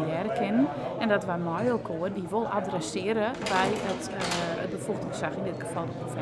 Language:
Western Frisian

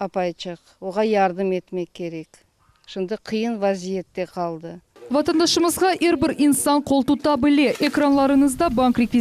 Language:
Crimean Tatar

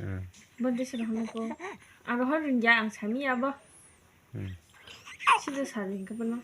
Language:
Kok Borok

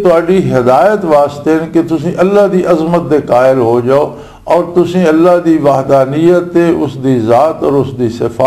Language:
Western Panjabi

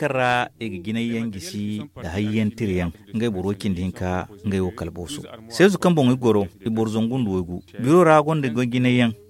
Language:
Zarma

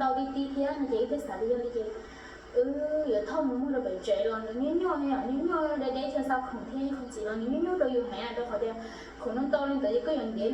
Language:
Hmong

